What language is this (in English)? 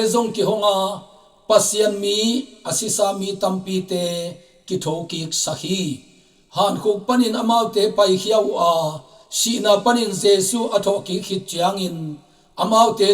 Tedim Chin